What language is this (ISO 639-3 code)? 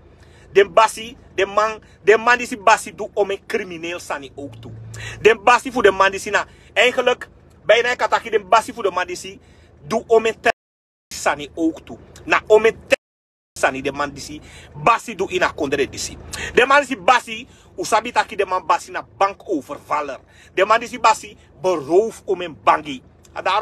srn